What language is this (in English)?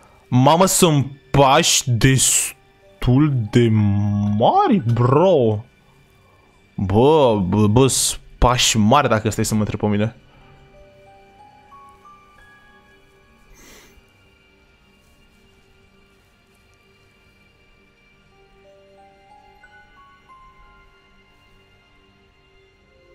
Romanian